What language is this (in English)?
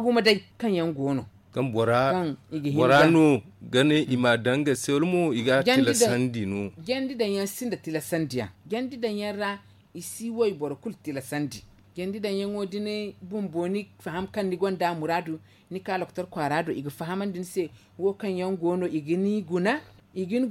Zarma